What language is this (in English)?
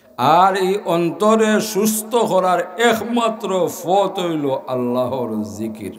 Sylheti